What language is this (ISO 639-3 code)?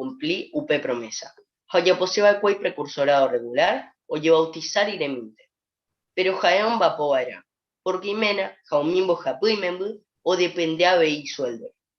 grn